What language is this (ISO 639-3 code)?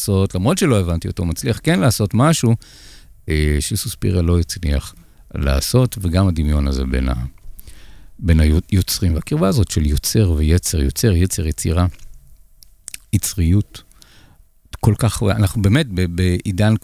heb